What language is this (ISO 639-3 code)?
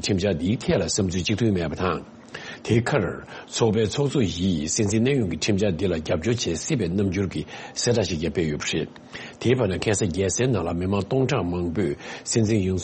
bod